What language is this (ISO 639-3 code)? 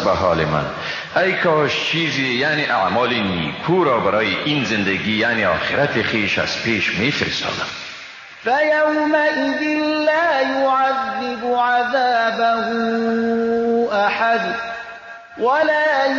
fas